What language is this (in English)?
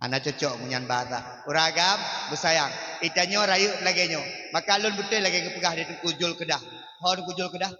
Achinese